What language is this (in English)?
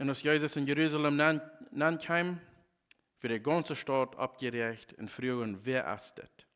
Plautdietsch